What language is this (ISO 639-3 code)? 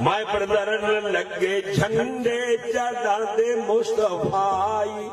skr